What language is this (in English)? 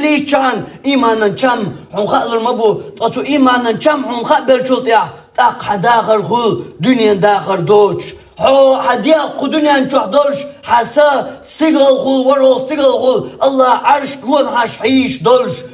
Chechen